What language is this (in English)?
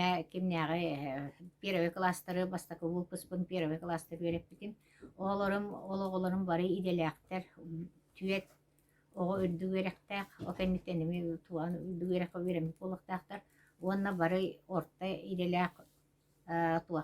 Yakut